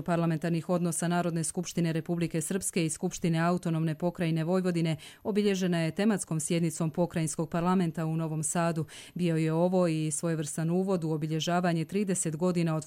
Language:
Bosnian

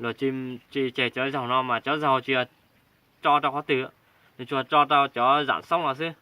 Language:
Hmong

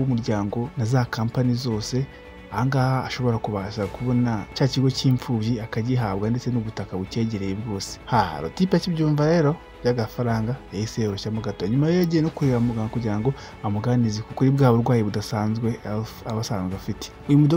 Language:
Kinyarwanda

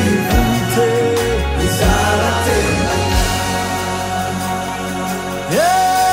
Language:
Kinyarwanda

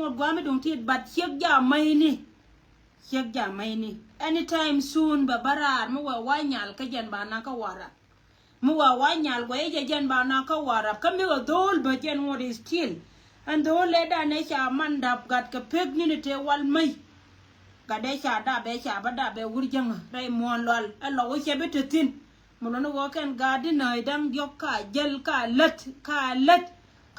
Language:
Nuer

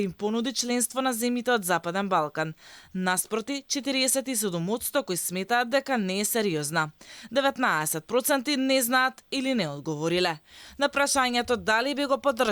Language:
Macedonian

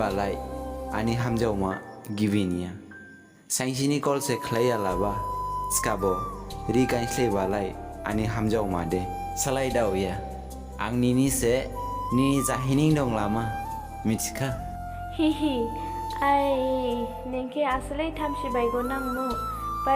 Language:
Dimasa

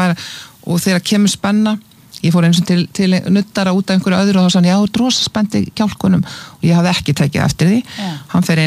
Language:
Icelandic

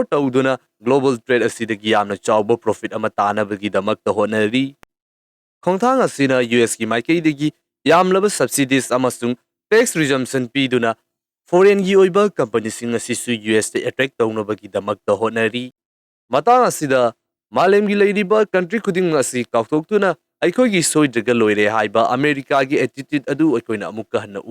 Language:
Manipuri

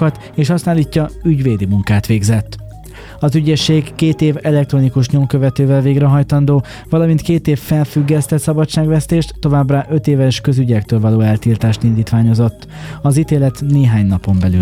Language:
Hungarian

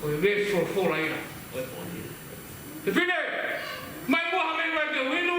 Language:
Tongan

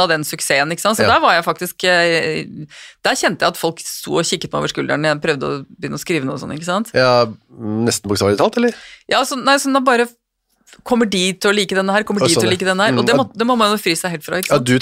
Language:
Norwegian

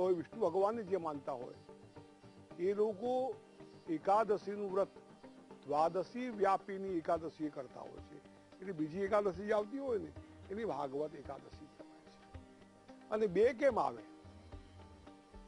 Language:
Gujarati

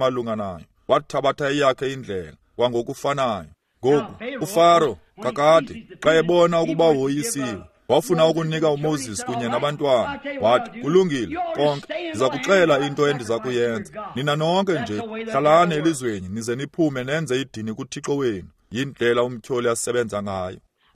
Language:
Xhosa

